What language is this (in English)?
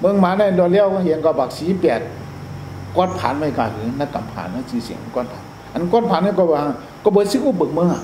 Shan